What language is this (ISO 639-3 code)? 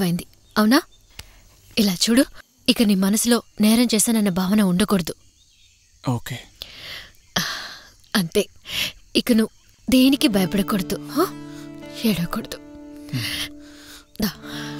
tel